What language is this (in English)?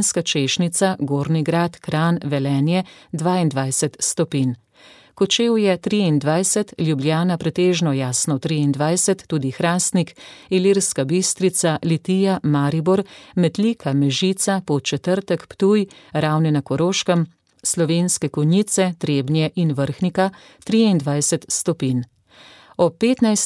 Slovenian